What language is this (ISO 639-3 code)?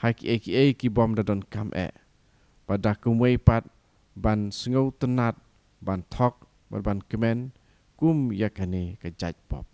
kha